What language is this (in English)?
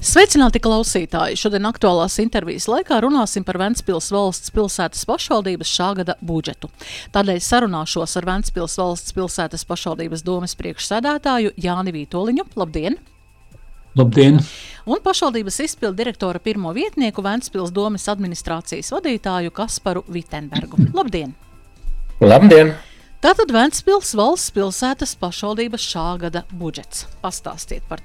Latvian